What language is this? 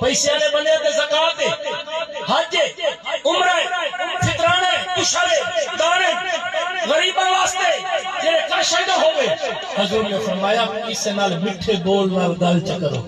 Saraiki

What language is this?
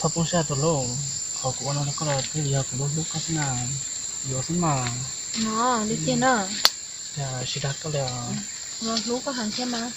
Hmong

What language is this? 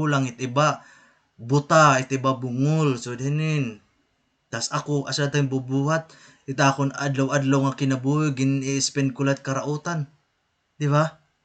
Waray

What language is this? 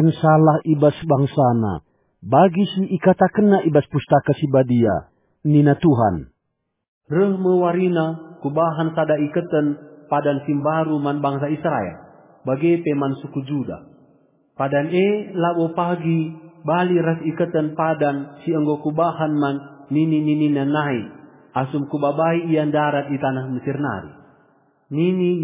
Batak Karo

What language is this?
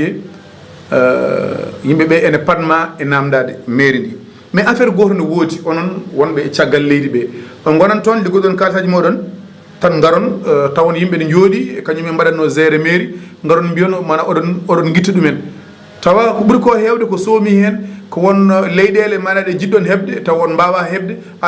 Fula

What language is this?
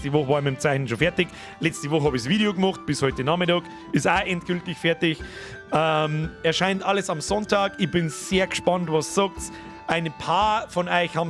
Bavarian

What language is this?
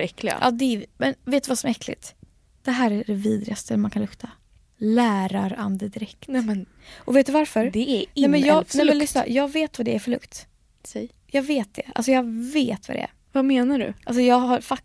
Swedish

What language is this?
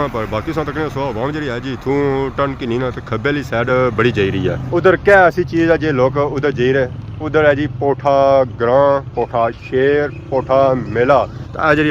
Pahari-Potwari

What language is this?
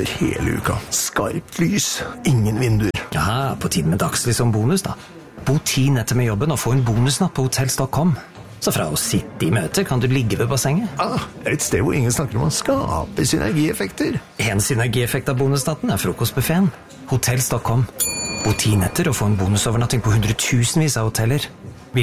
Norwegian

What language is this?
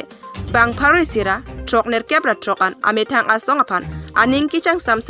Karbi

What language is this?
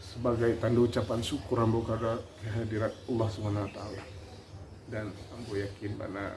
Minangkabau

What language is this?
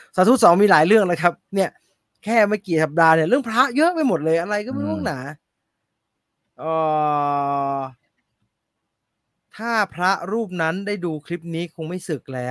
Thai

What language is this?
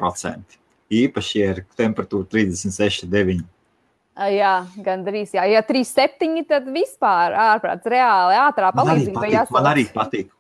Latvian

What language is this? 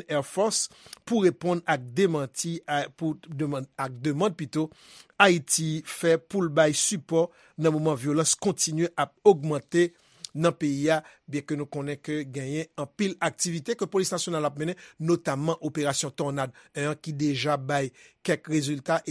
Haitian Creole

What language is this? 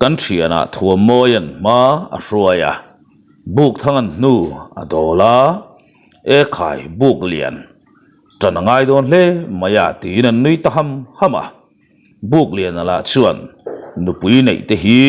Mizo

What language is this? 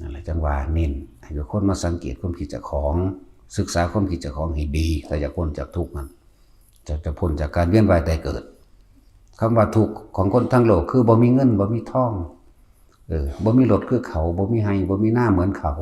Northeastern Thai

